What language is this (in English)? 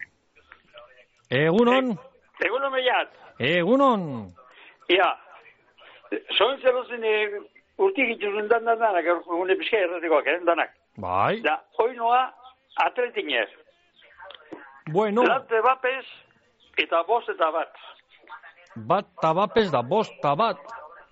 Basque